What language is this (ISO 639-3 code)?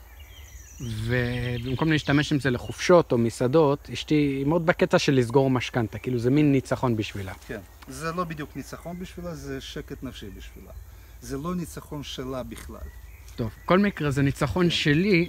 heb